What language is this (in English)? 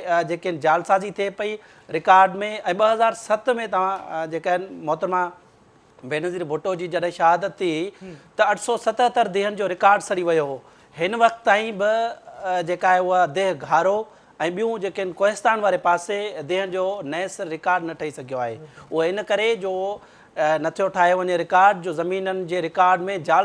Sindhi